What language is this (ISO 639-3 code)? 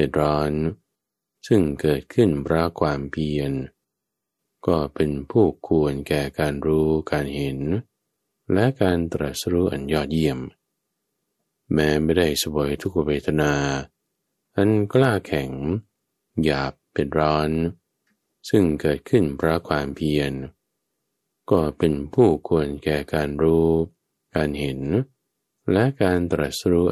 tha